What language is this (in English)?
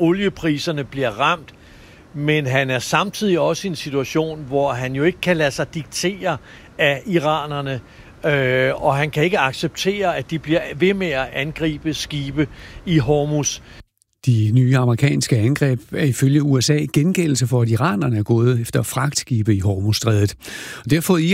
Danish